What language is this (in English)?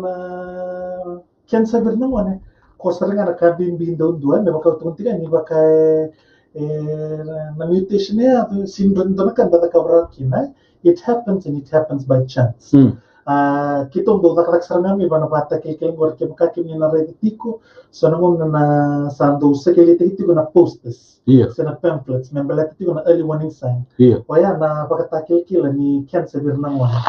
Fijian